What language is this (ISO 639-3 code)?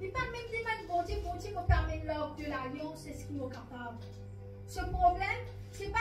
mfe